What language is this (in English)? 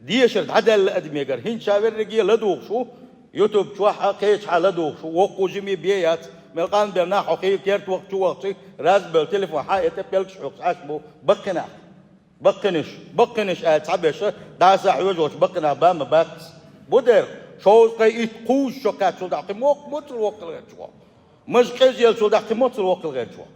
Chechen